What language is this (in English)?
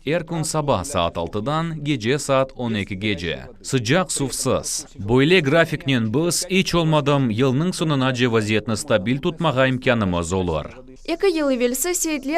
Crimean Tatar